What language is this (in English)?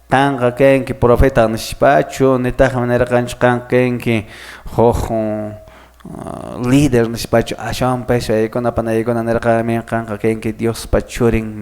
Quechua